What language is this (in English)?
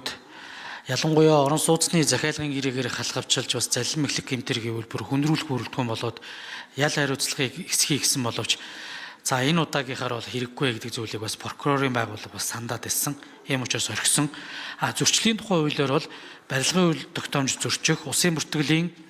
Mongolian